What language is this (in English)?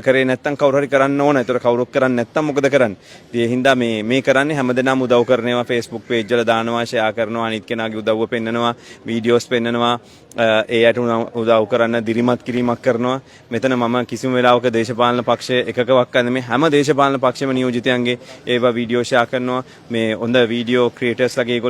Sinhala